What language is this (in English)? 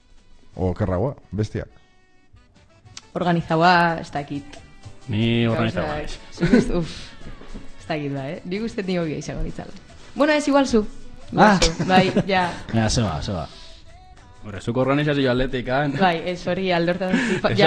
Basque